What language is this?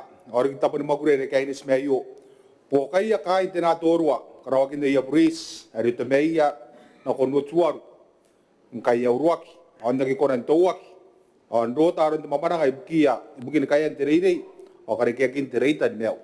Gilbertese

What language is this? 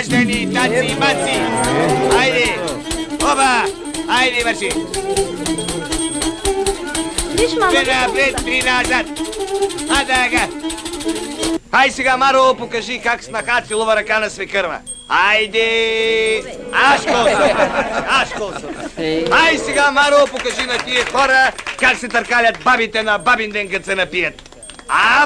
Bulgarian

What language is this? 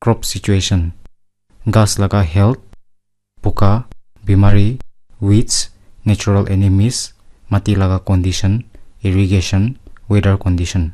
Naga Pidgin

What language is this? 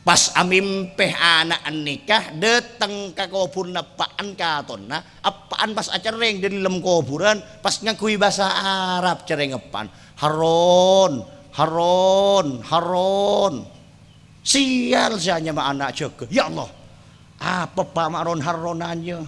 Madurese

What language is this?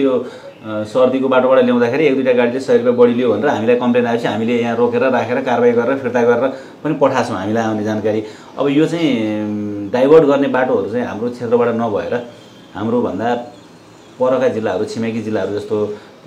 Nepali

